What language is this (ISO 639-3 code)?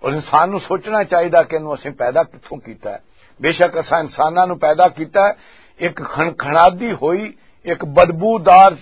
lah